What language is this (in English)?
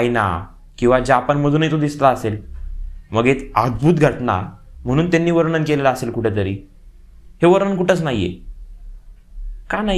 Marathi